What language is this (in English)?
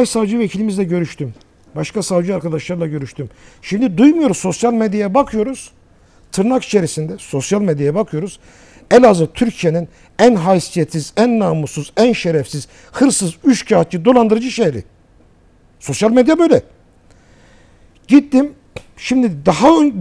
Turkish